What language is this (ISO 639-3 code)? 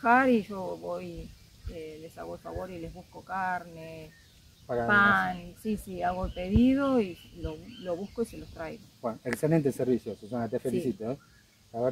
spa